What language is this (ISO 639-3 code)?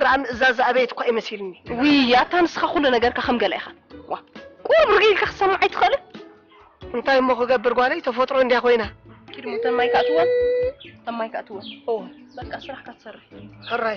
tir